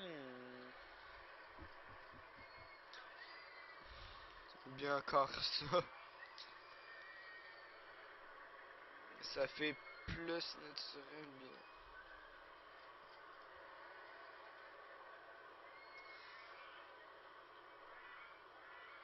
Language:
French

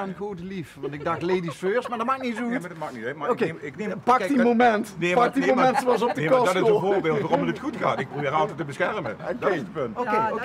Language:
Limburgish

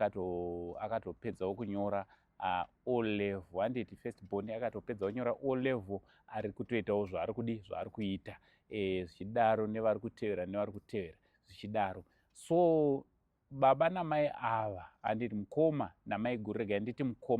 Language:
Shona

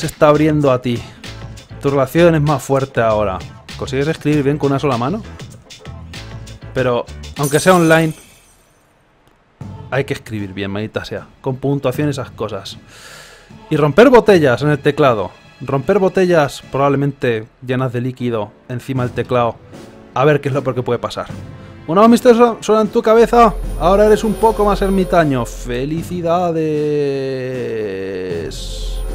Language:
Spanish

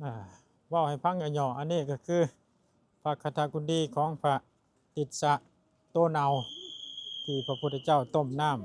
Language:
Lao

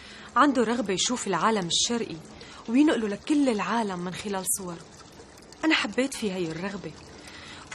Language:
North Levantine Arabic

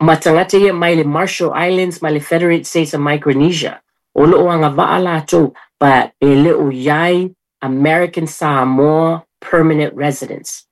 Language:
Samoan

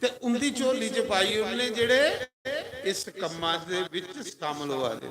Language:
Dogri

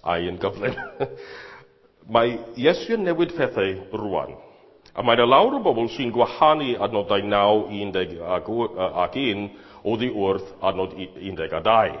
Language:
Welsh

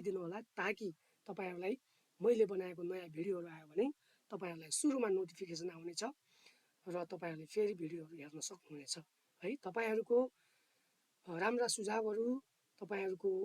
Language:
Nepali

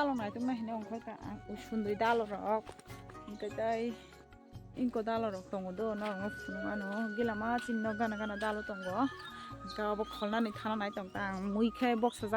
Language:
Kok Borok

